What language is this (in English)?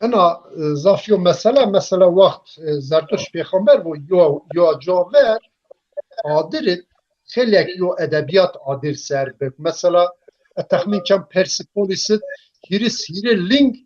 Zaza